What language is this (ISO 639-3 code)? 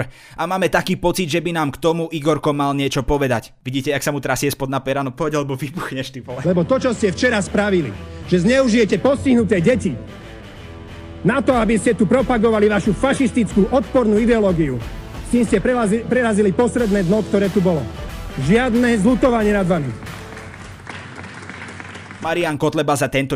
slk